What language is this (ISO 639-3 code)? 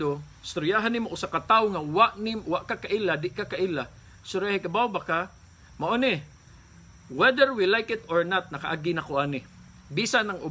ceb